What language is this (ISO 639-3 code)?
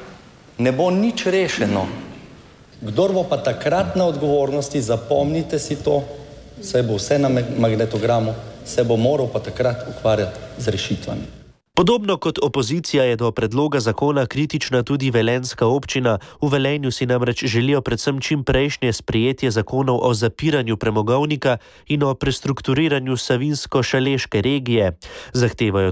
slv